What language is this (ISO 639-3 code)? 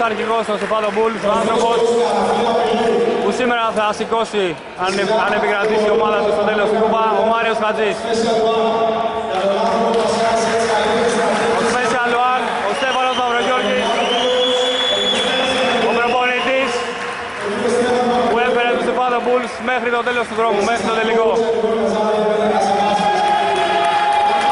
ell